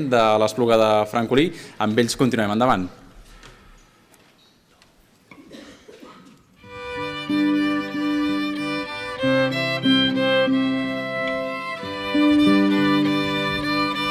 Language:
Catalan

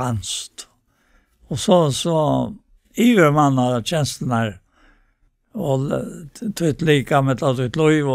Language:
Faroese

